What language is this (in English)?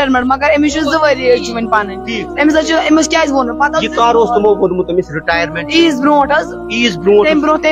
Kashmiri